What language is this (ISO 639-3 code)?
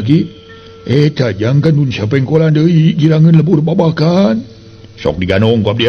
sun